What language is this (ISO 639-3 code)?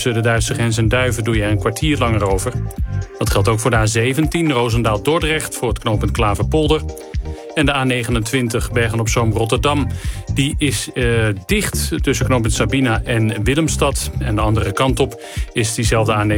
nld